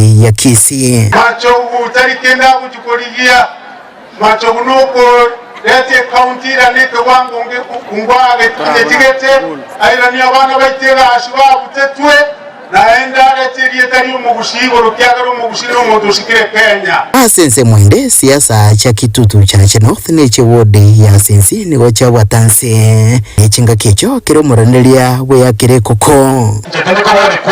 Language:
Gusii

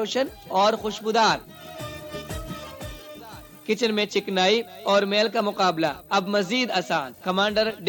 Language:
Urdu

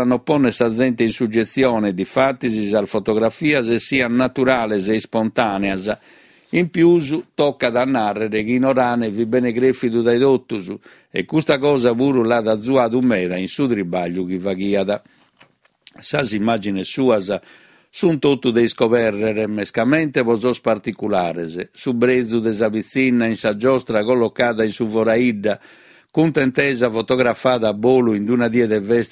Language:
Sardinian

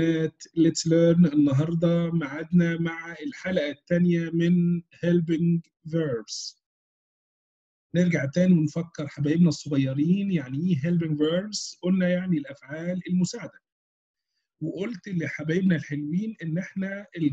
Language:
Egyptian Arabic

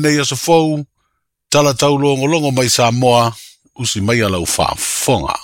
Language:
Samoan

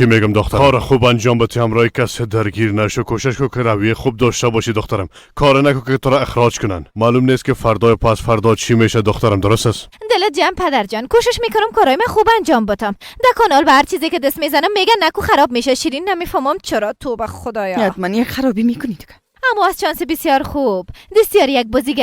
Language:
Persian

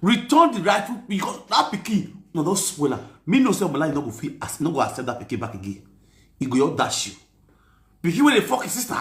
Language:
Nigerian Pidgin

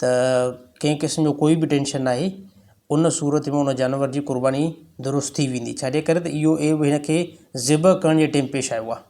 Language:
Sindhi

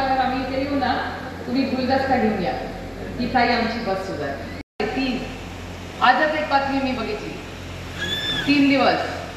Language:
Marathi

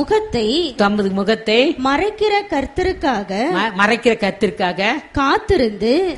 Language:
Tamil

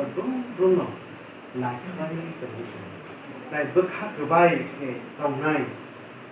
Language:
Kok Borok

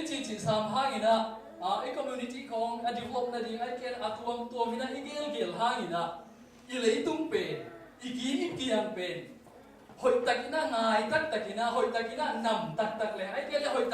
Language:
Tedim Chin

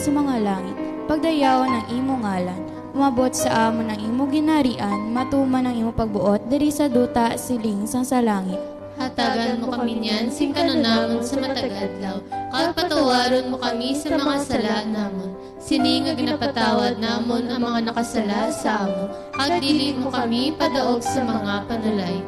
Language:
Hiligaynon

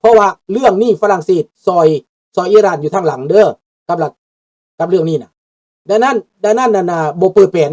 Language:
Lao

